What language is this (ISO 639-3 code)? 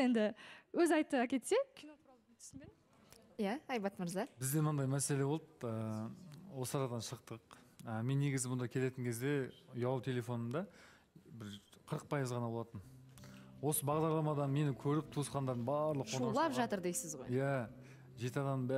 kaz